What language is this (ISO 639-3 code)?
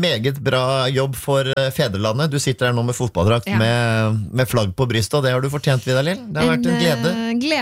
nor